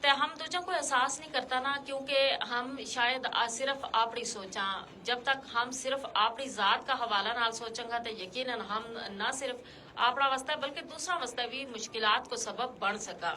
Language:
Gujari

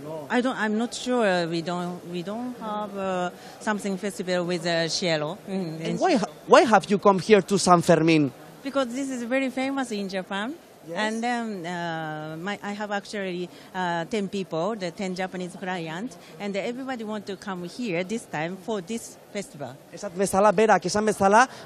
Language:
Basque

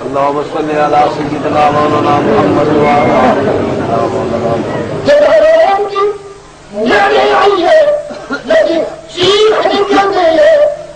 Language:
Saraiki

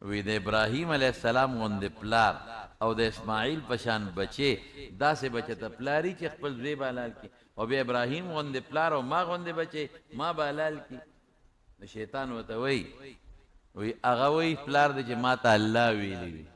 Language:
Pashto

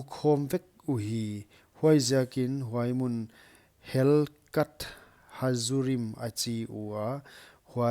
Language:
Paite Chin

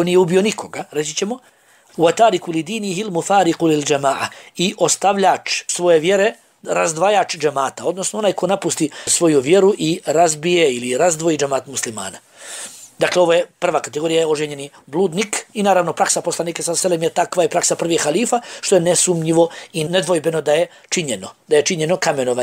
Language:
Bosnian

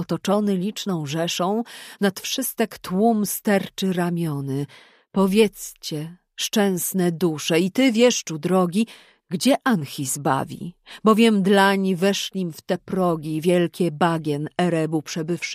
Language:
Polish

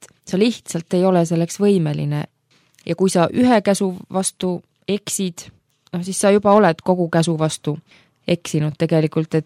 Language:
Estonian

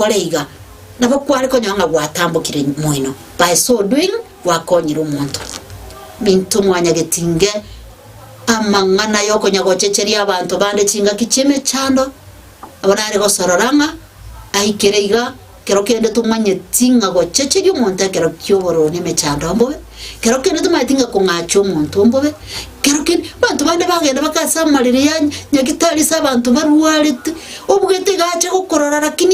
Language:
Gusii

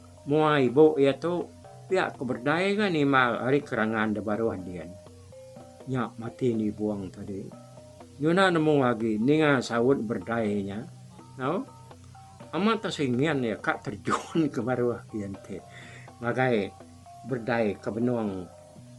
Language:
Iban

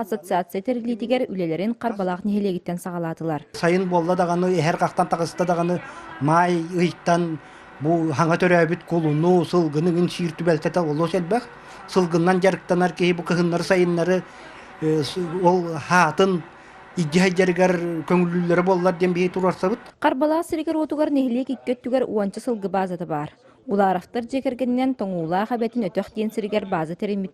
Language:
Yakut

